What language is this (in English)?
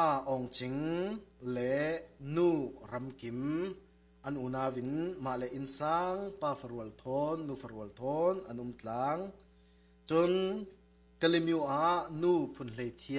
Falam Chin